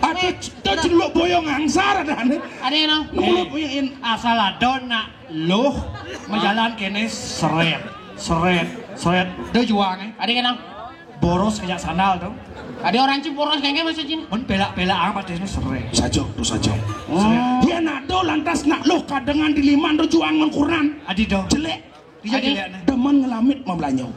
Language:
Balinese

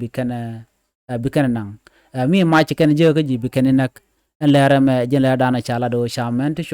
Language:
Nuer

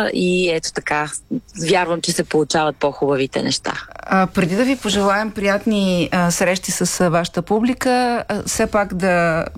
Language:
Bulgarian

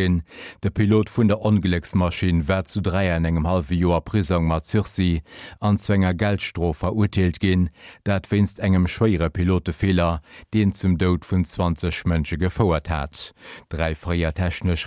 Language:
Luxembourgish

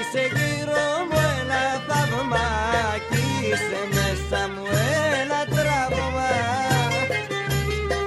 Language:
Greek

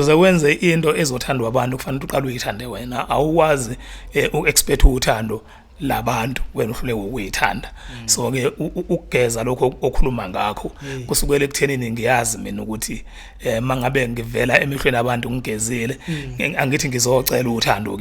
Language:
Zulu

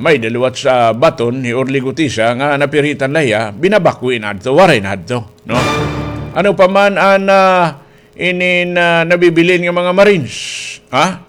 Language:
Waray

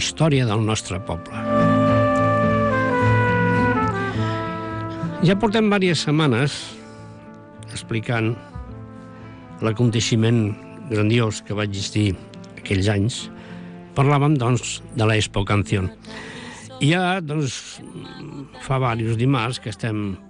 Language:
Catalan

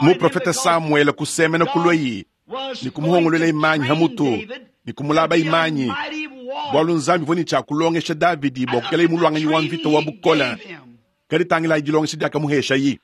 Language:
Luba-Lulua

